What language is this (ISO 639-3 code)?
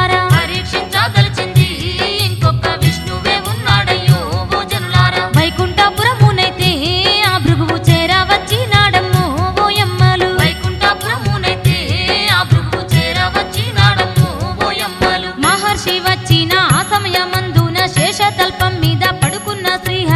tel